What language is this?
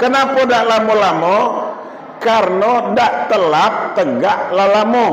Minangkabau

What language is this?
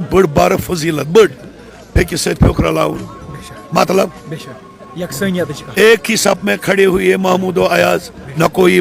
Kashmiri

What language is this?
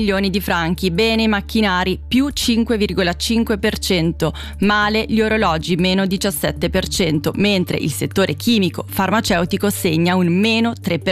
Italian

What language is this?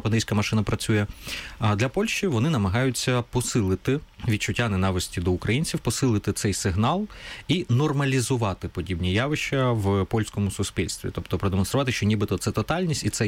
Ukrainian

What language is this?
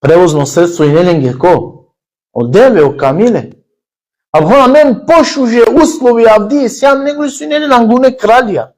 Balkan Romani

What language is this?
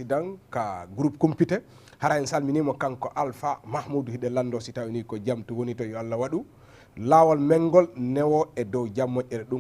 Fula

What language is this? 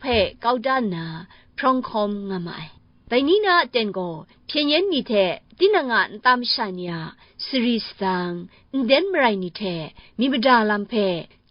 Kachin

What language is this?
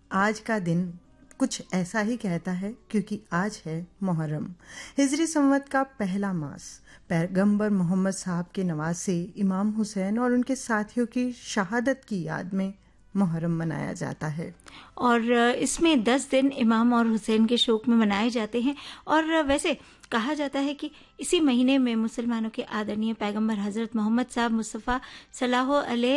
Hindi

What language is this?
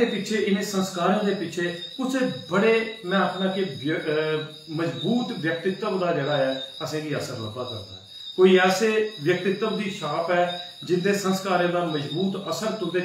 Dogri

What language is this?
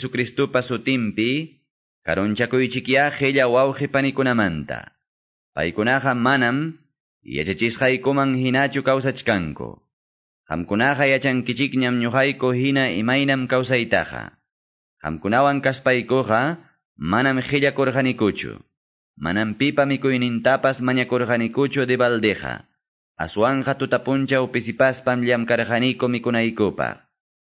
Quechua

